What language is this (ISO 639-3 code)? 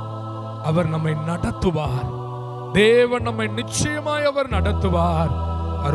tam